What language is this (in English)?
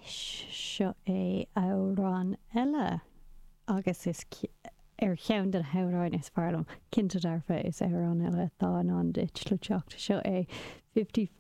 Irish